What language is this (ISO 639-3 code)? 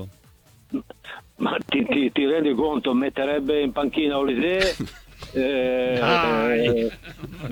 ita